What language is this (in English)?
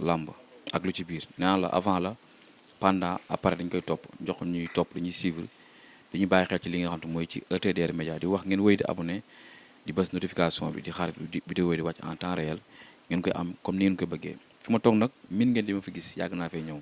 Wolof